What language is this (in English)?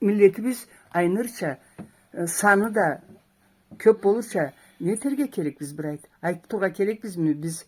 Karachay-Balkar